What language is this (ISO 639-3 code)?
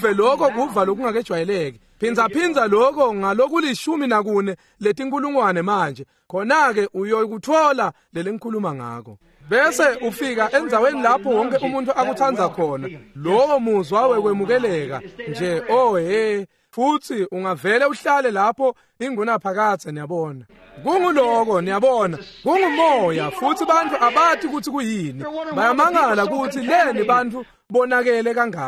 ssw